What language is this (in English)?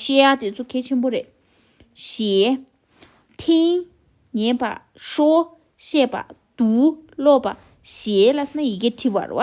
Tibetan